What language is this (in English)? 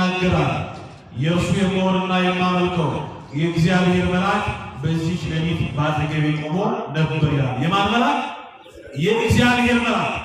Amharic